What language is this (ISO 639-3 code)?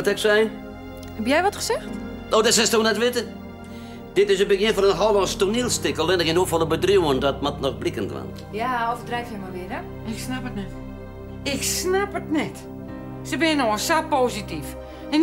fry